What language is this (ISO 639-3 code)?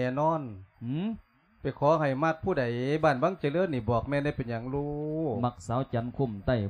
lao